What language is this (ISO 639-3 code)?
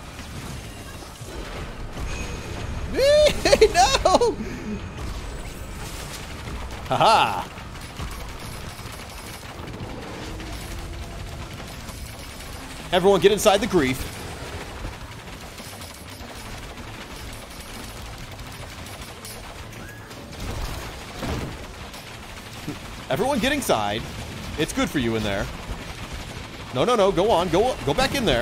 eng